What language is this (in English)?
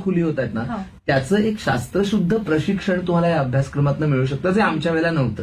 Marathi